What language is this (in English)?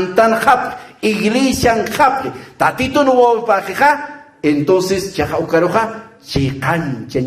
Aymara